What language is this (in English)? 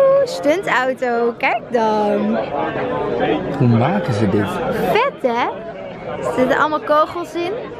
Dutch